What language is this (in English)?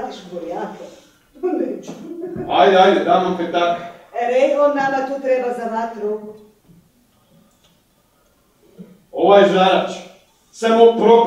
Croatian